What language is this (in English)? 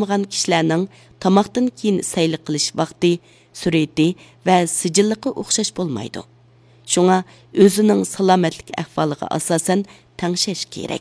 Uyghur